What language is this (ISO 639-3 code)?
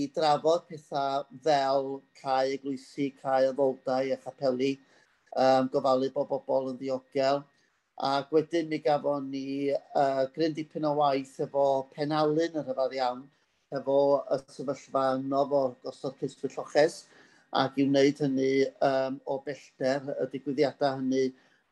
cym